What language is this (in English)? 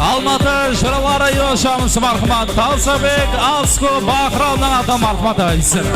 Kara-Kalpak